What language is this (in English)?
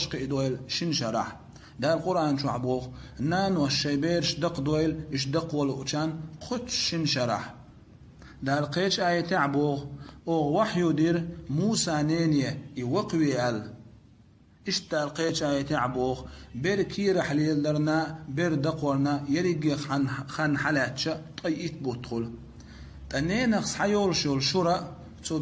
Chechen